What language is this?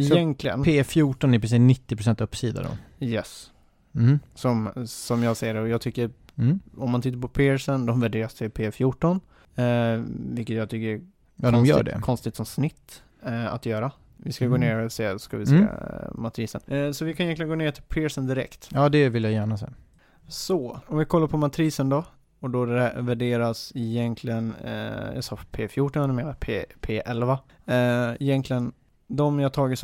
Swedish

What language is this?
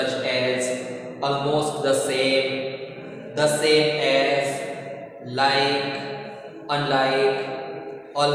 Gujarati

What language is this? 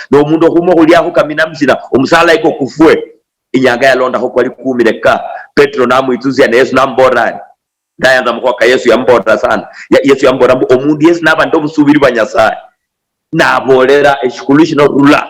Luyia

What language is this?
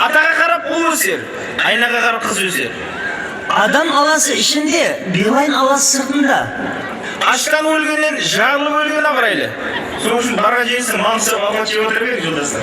Kara-Kalpak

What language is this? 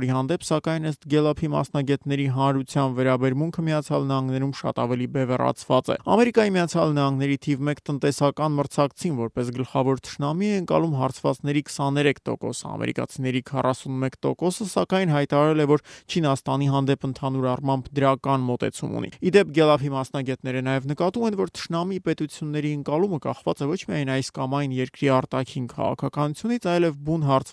Armenian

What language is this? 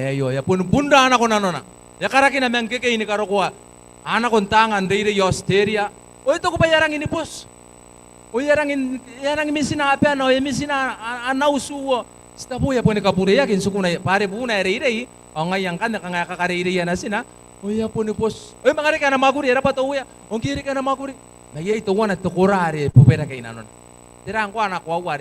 Gilbertese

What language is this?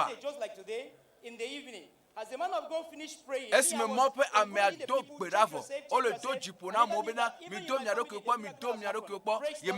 Ewe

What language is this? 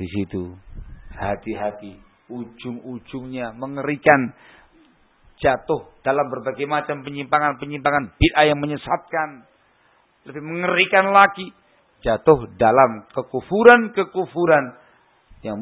Indonesian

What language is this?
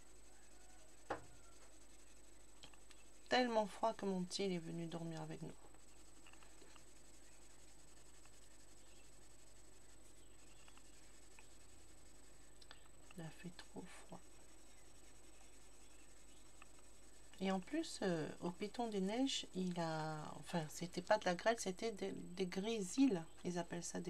French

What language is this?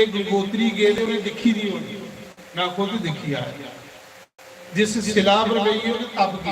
Dogri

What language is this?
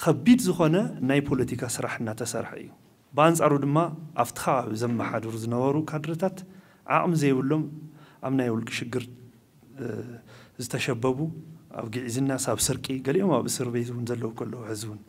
Tigrinya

